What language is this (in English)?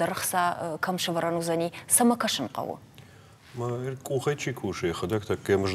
Ossetic